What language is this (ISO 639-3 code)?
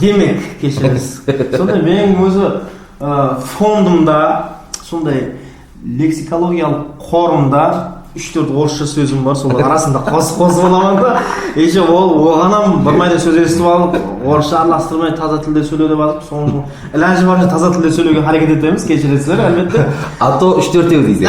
kaa